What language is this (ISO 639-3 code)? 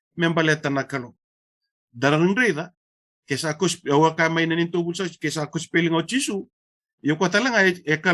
fij